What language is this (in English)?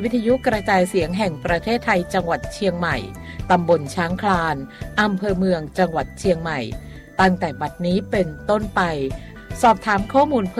Thai